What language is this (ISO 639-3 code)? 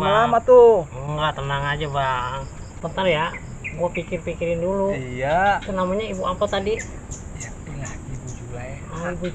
bew